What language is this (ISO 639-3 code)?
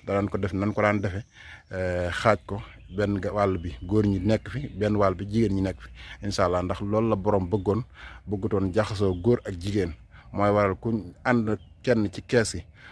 wol